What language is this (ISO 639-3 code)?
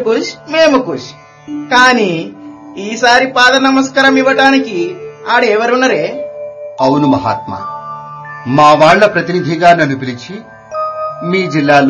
tel